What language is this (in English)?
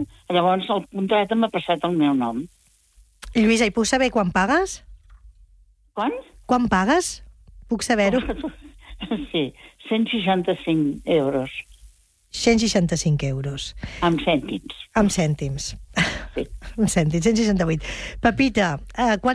Catalan